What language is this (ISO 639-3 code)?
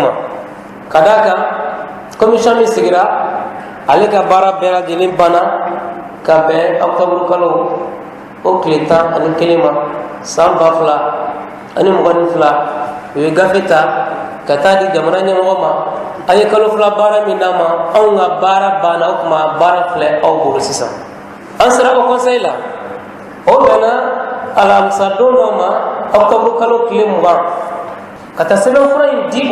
bam